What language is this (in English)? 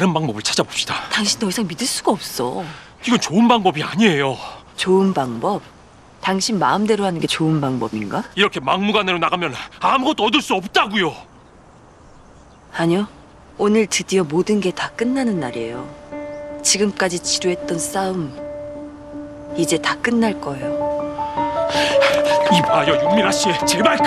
Korean